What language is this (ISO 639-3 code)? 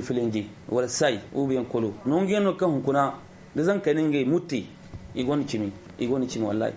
dje